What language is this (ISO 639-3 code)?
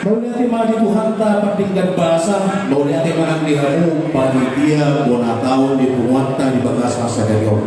bbc